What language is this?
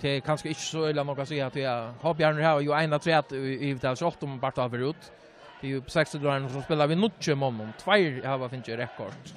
Faroese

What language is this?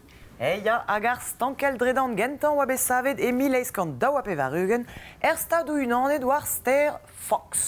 Breton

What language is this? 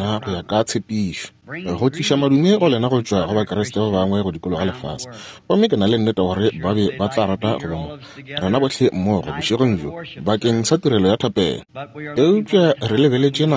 Northern Sotho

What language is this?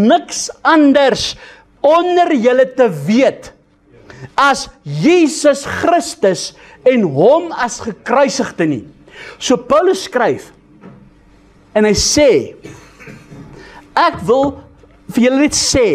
Afrikaans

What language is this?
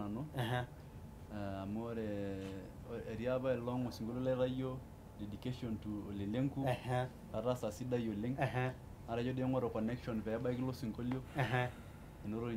Masai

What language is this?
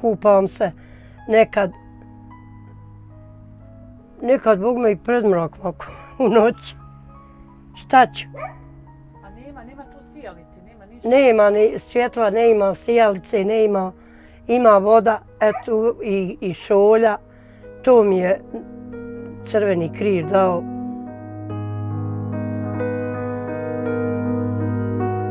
Bosnian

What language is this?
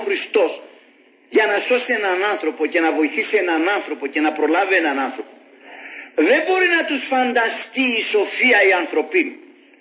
Greek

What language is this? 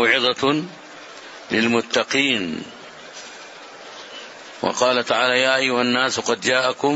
Arabic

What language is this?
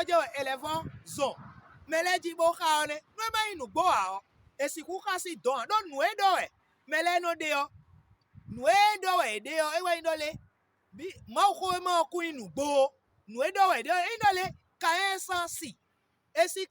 Fon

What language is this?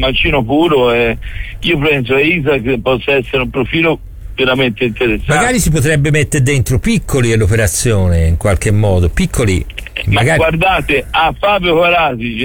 Italian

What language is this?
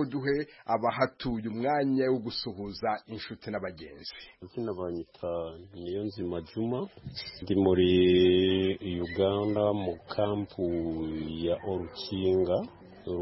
Kinyarwanda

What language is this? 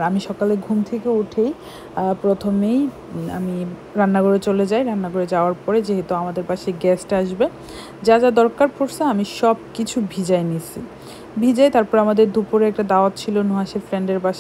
Bangla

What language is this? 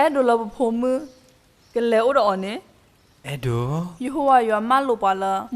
S'gaw Karen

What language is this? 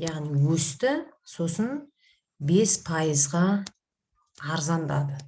Kazakh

